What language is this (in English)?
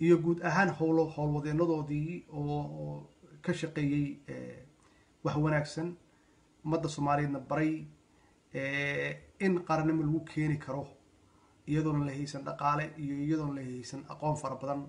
Somali